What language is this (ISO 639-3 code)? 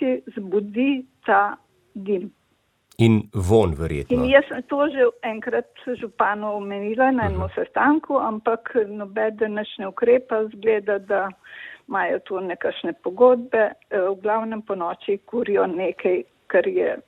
slv